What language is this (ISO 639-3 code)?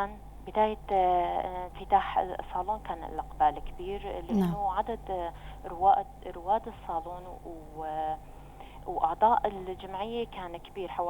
apc